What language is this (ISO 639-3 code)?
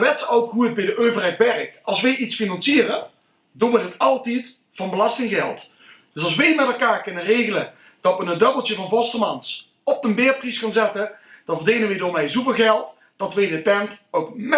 lim